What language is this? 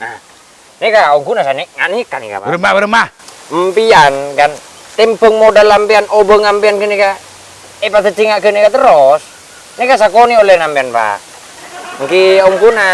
Madurese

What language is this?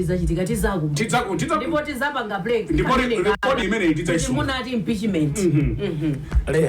Nyanja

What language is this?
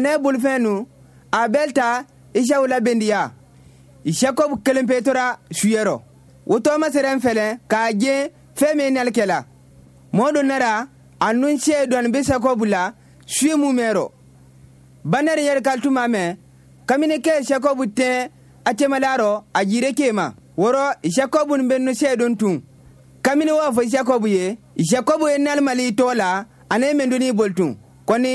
Bambara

